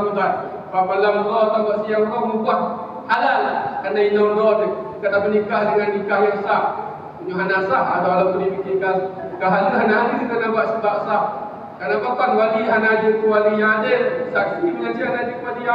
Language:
Achinese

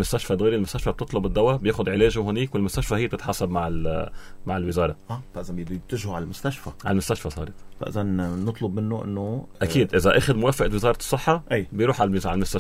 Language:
North Levantine Arabic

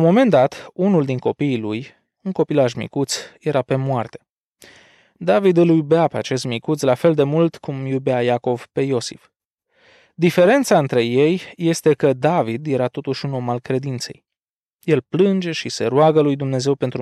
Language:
Romanian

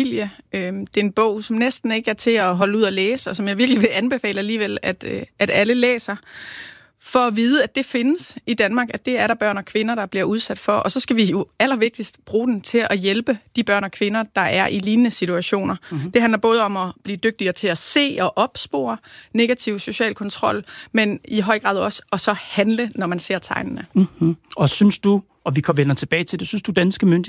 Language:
Danish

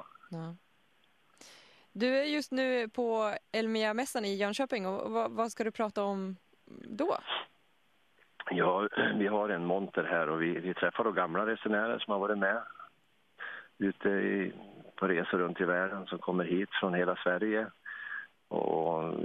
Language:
Swedish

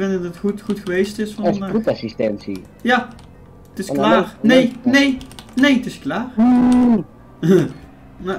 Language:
Dutch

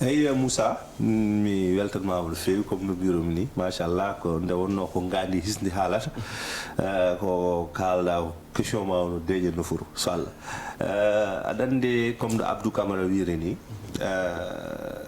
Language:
Fula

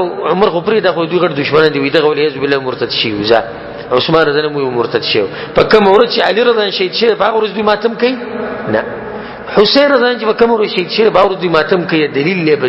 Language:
Pashto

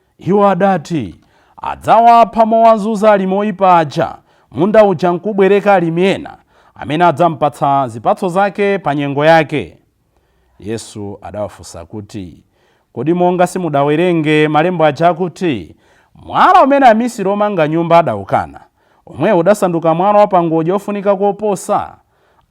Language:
Nyanja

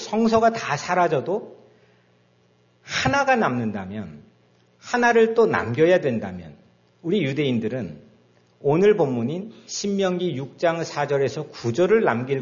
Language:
Korean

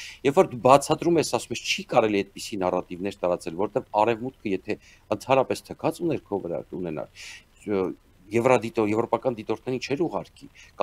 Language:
Armenian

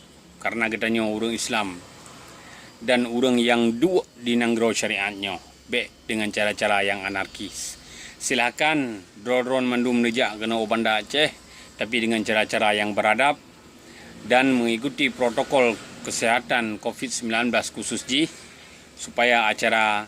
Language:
Achinese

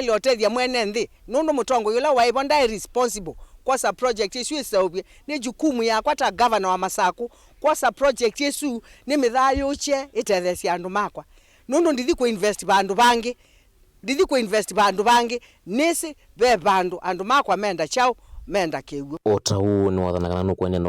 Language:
Kamba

